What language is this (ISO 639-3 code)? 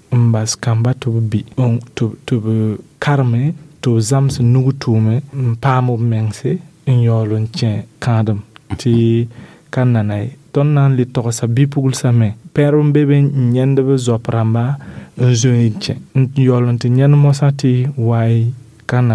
mos